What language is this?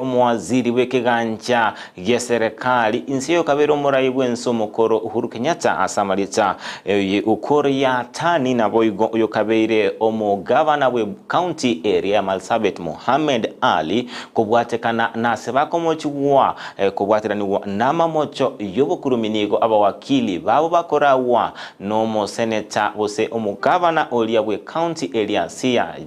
Gusii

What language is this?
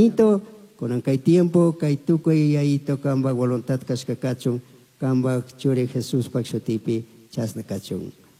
Chimborazo Highland Quichua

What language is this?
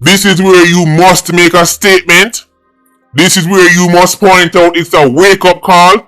Jamaican Creole English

